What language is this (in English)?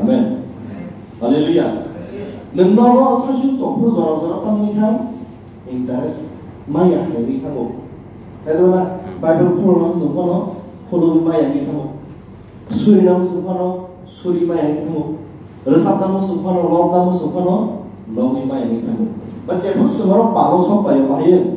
Kok Borok